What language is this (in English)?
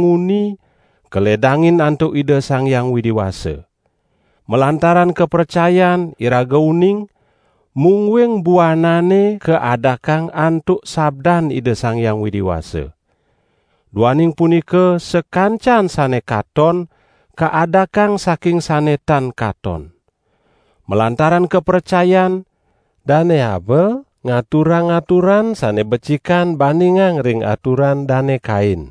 Balinese